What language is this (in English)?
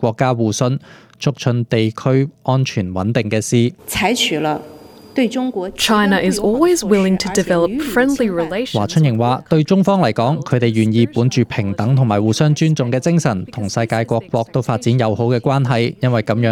Cantonese